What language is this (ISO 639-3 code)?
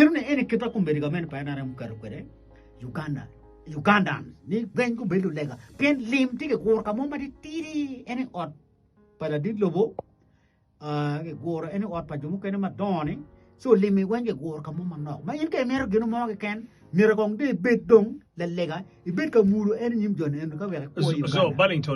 ach